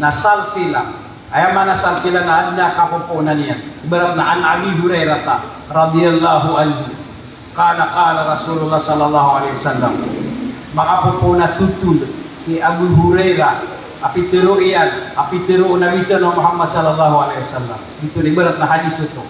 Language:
Maranao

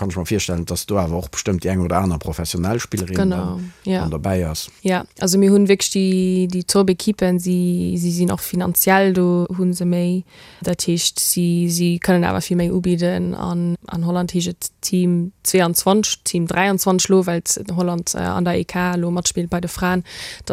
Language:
Luxembourgish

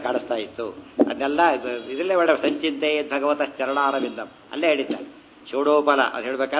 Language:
Kannada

